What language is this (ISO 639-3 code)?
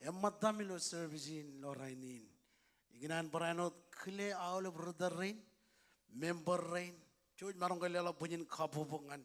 mah